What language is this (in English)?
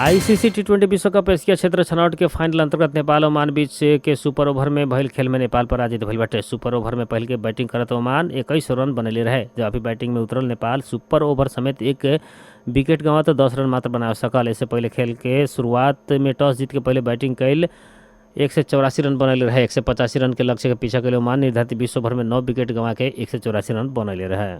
Bhojpuri